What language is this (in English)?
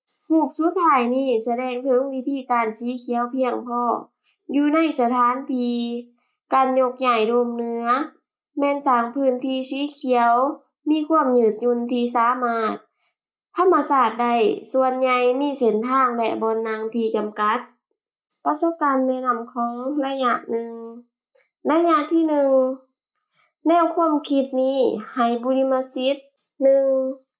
Lao